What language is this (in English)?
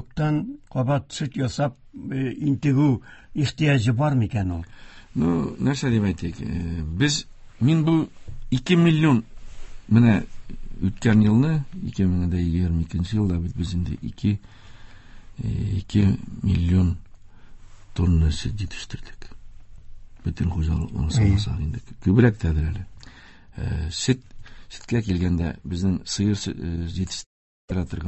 Tatar